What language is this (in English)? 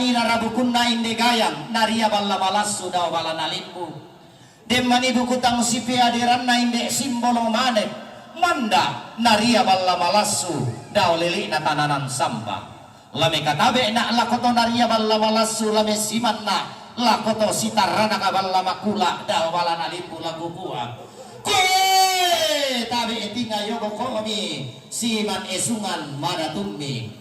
Toraja-Sa'dan